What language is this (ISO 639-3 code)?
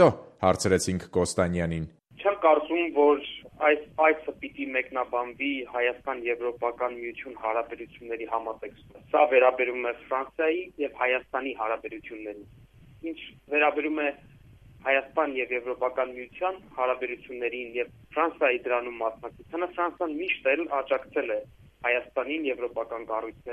hye